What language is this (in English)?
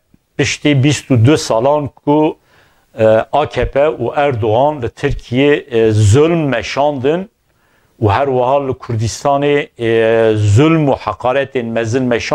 Kurdish